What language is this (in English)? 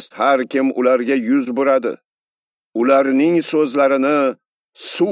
Uzbek